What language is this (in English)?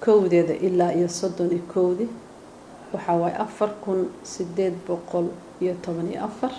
Somali